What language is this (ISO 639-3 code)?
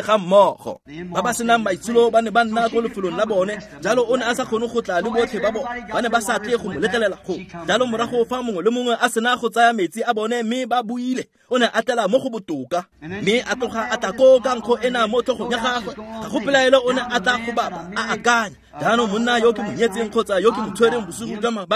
tsn